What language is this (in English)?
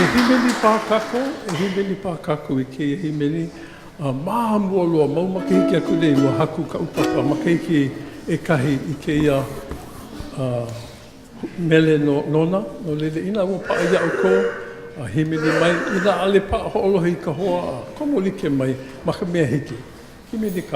Hawaiian